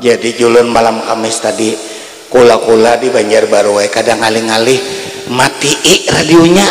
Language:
Banjar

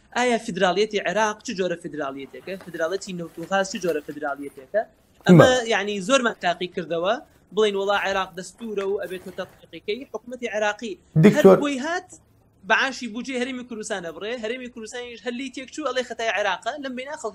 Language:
Central Kurdish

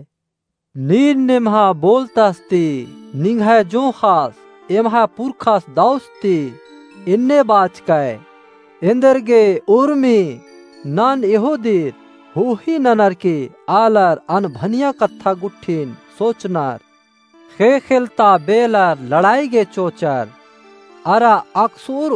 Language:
Kurukh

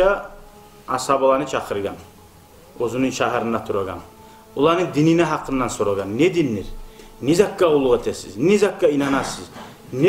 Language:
Kumyk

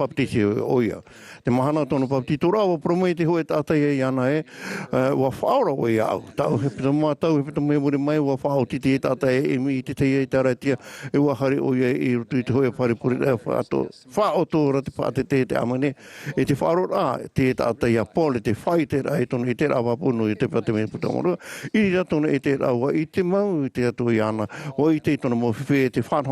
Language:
Tahitian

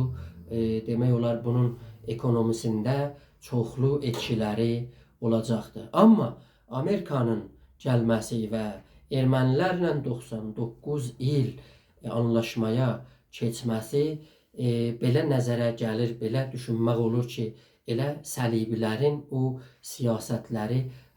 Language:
South Azerbaijani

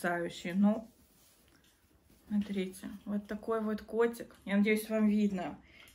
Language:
Russian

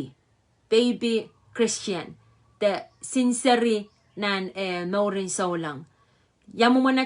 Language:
Pohnpeian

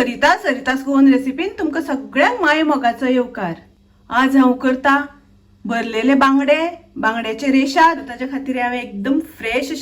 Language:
Konkani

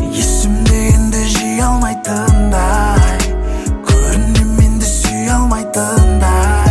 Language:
Kazakh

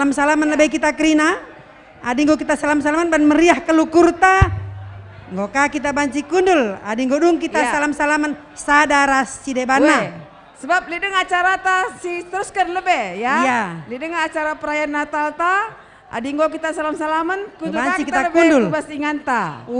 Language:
Batak Karo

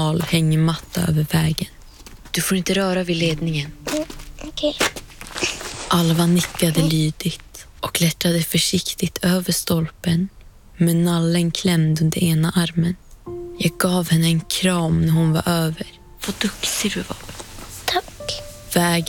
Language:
Swedish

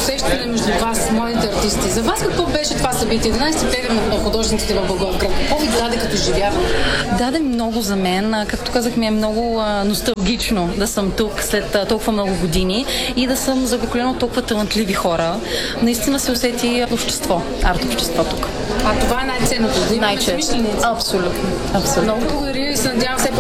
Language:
Bulgarian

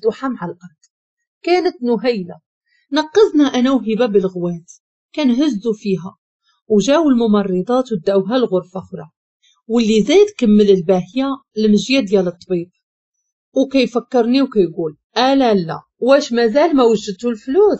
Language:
Moroccan Arabic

